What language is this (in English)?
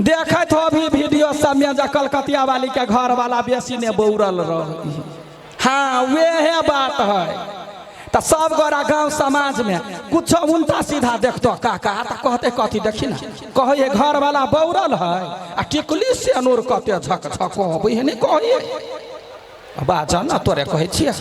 Maithili